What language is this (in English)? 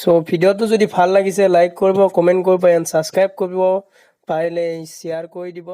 Assamese